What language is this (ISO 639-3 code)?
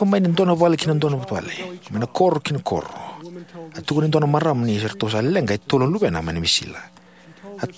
fij